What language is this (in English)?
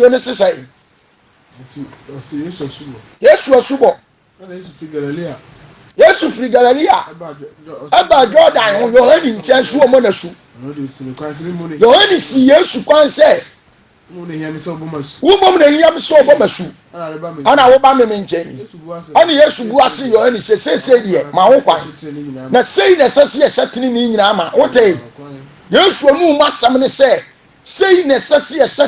Akan